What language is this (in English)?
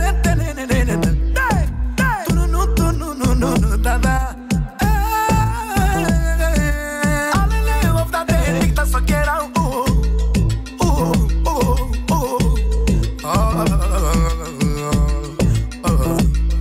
Romanian